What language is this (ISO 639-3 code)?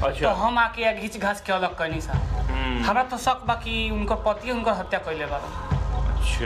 bho